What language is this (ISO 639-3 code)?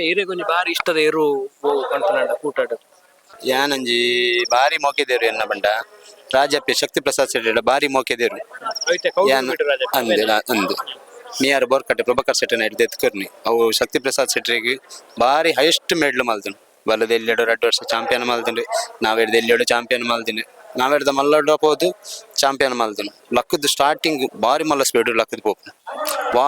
tcy